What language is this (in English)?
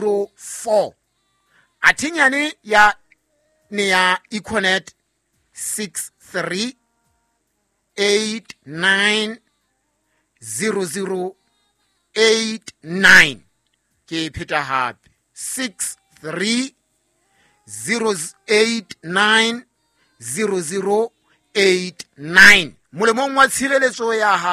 Southern Sotho